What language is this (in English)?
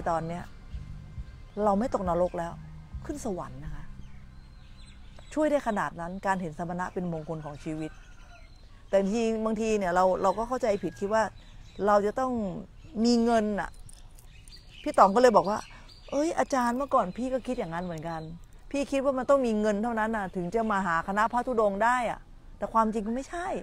Thai